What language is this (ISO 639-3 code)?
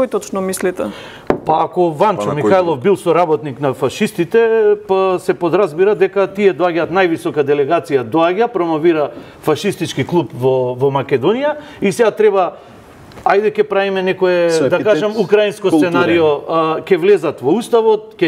mkd